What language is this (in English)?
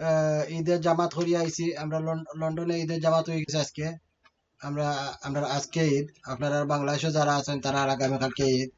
Sylheti